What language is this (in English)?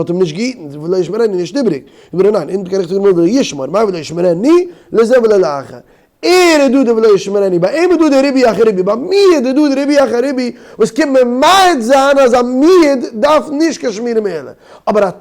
Yiddish